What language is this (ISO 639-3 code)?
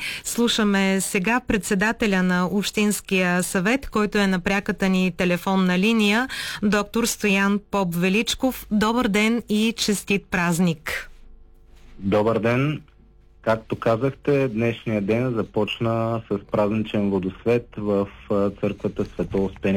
bul